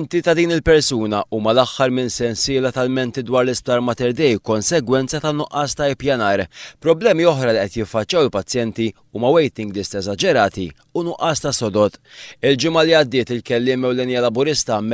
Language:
Maltese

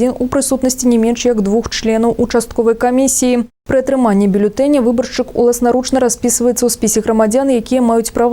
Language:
Belarusian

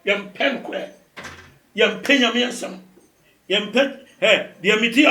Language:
Akan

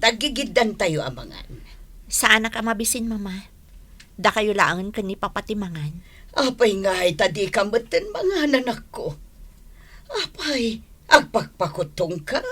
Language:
Iloko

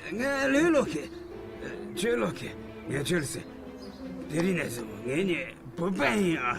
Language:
Tibetan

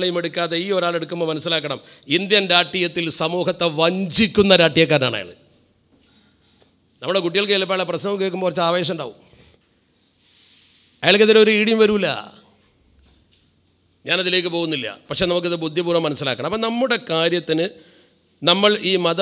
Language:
Malayalam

